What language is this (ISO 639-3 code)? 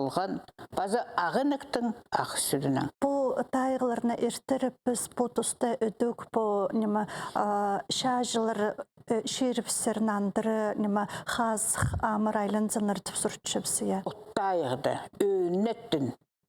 kjh